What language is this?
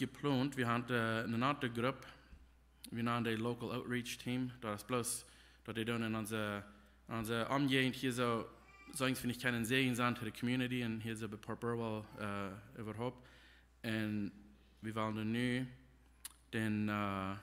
Plautdietsch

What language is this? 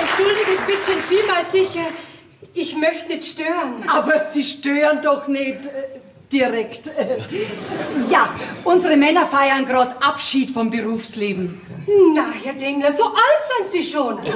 Bavarian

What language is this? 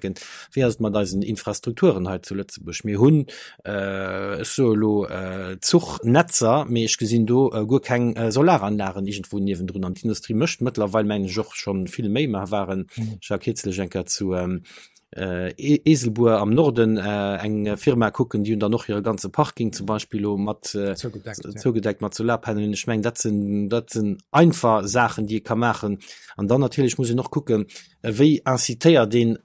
Luxembourgish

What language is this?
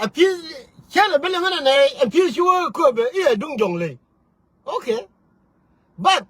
Nuer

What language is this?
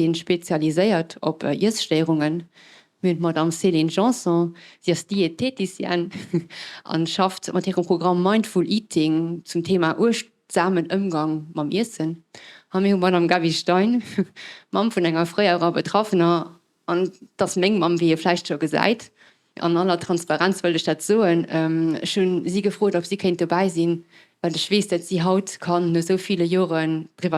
Luxembourgish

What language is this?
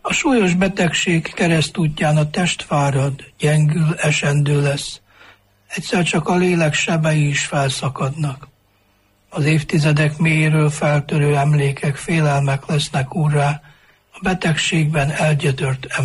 Hungarian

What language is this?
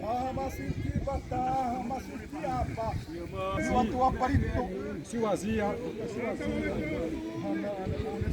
Xavánte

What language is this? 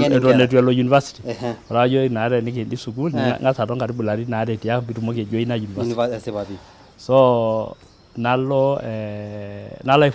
Masai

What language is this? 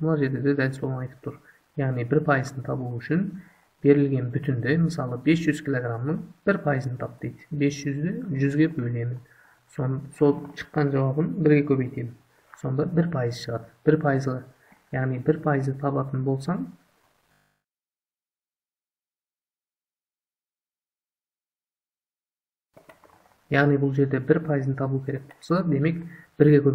Kazakh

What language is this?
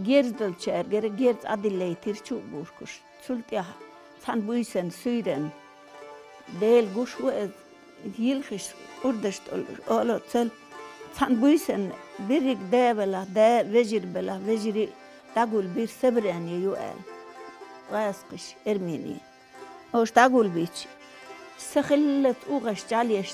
Chechen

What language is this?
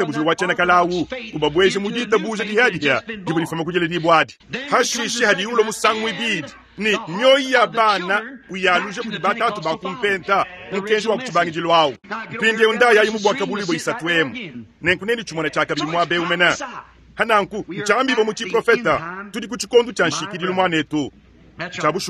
Luba-Lulua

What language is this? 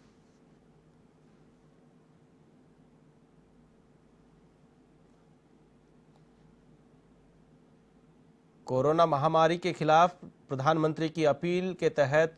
Hindi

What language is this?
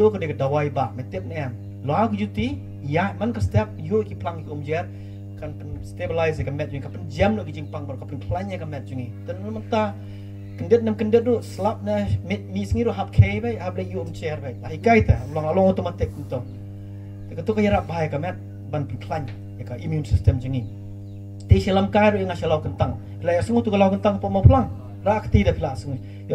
Khasi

